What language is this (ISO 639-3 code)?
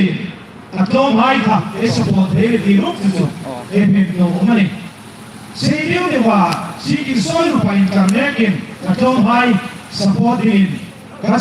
hmr